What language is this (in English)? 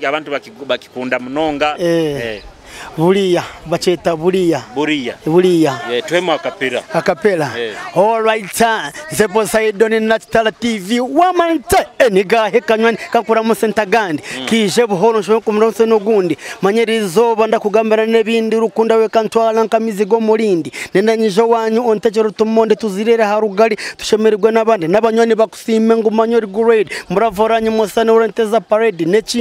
Nyoro